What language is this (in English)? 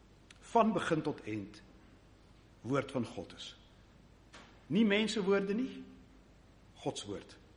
Afrikaans